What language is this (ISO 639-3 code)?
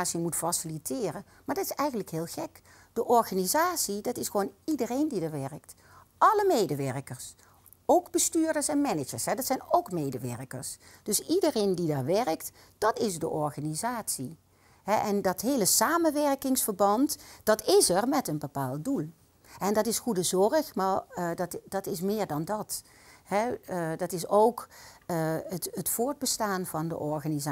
nld